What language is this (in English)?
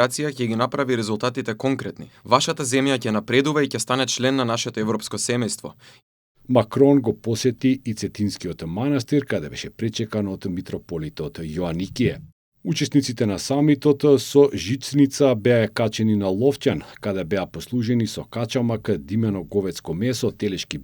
Macedonian